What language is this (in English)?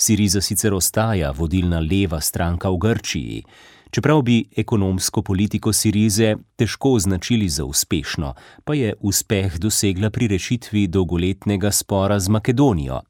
Slovenian